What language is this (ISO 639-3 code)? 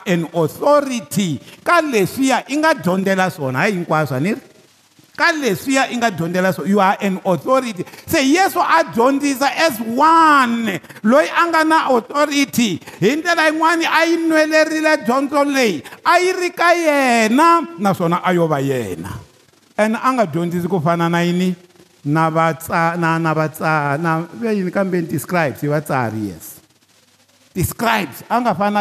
tso